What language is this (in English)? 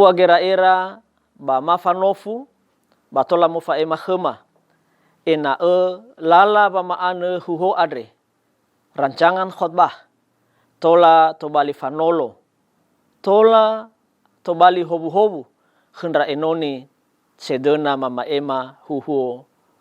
Nias